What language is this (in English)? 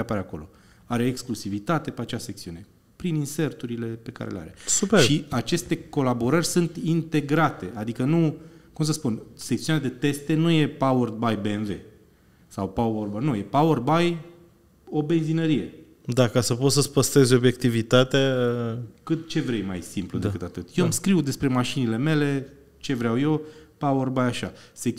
Romanian